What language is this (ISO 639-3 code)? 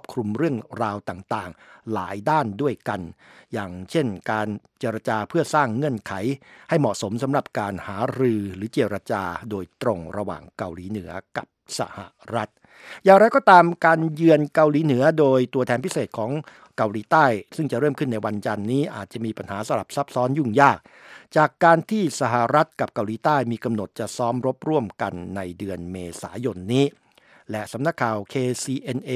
tha